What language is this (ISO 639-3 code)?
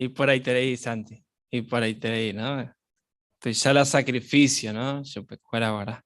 grn